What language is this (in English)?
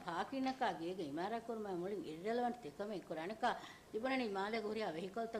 Divehi